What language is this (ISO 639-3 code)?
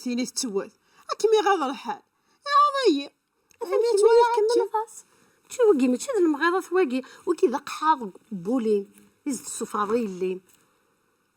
kab